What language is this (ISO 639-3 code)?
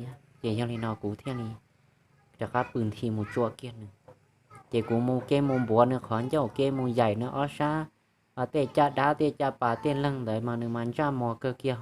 hmn